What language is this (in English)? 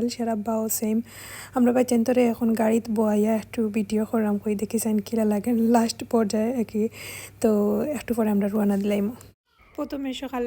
Sylheti